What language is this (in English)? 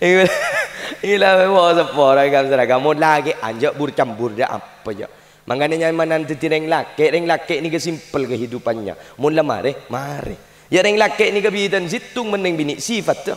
Madurese